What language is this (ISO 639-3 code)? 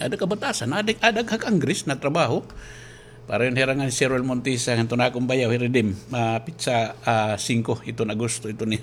war